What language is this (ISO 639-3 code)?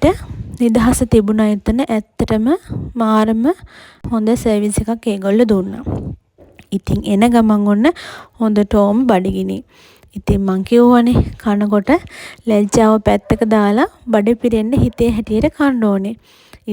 sin